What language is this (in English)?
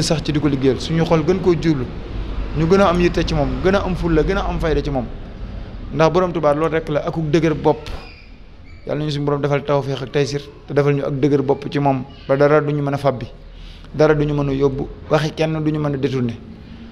Wolof